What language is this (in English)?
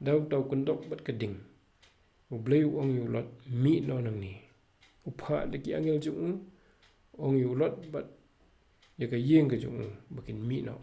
Khasi